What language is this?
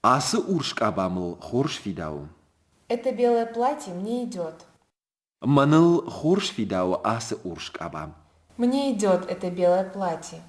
Ossetic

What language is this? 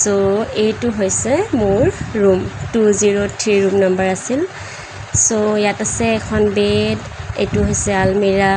Assamese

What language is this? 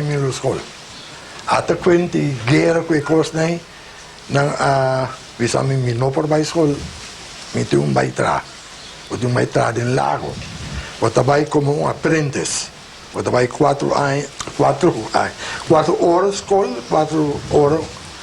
Papiamento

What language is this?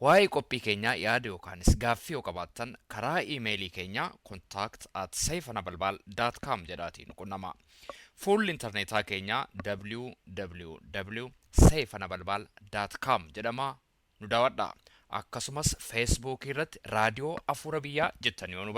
Oromo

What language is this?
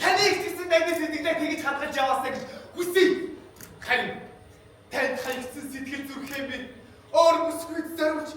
Mongolian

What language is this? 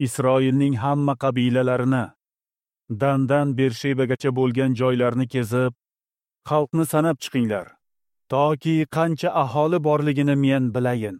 Uzbek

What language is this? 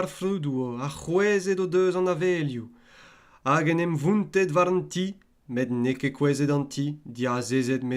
Breton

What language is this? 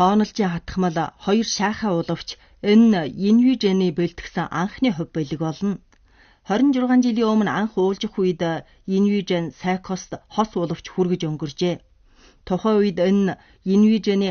Mongolian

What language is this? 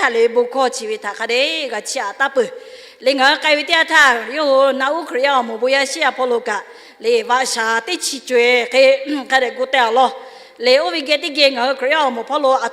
Lahu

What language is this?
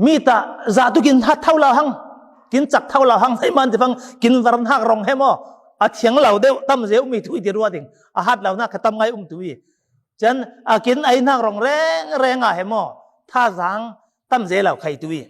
Falam Chin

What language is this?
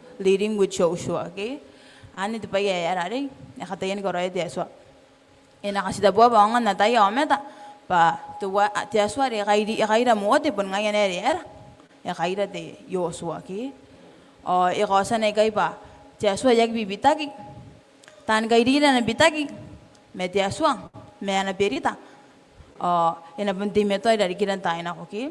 Gilbertese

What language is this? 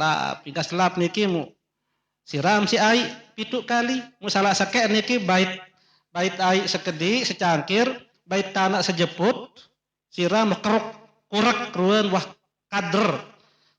Sasak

